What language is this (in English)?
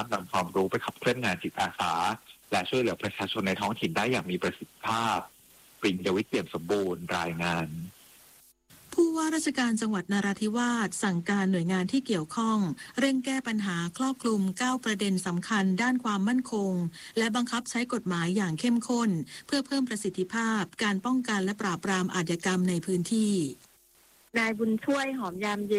Thai